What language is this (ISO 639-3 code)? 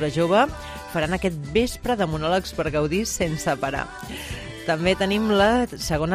cat